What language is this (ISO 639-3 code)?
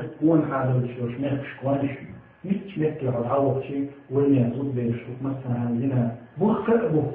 che